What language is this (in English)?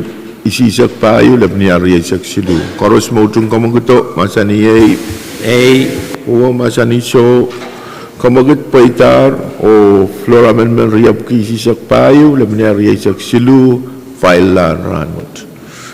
Pohnpeian